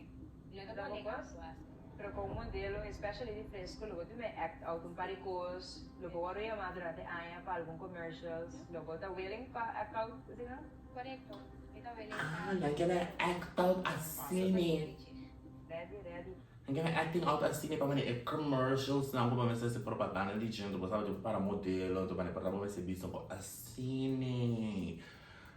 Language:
Papiamento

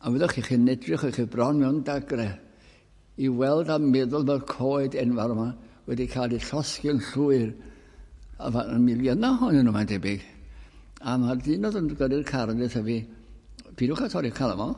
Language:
Welsh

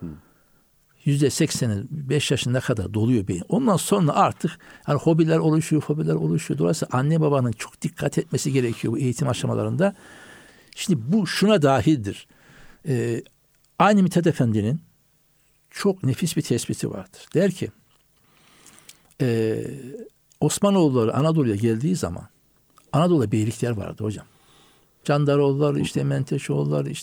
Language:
Turkish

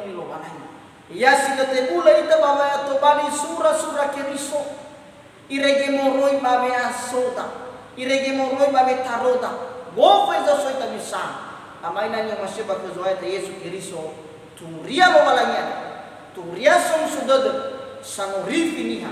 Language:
Nias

